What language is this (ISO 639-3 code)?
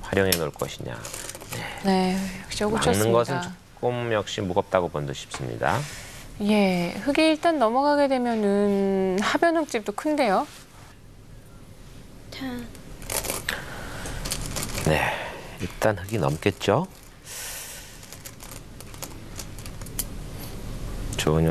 kor